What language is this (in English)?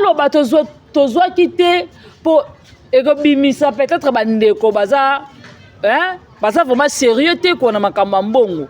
Lingala